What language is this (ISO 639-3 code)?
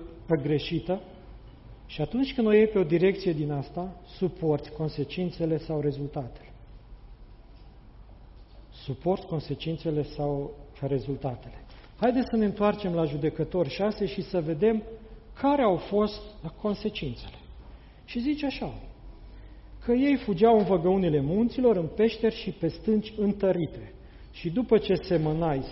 ron